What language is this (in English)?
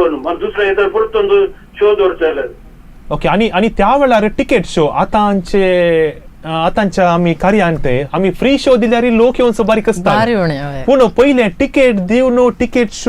Konkani